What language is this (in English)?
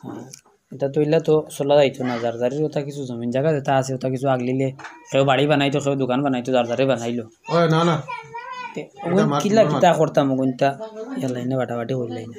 Sylheti